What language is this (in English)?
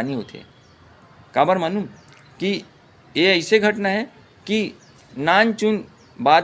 Chhattisgarhi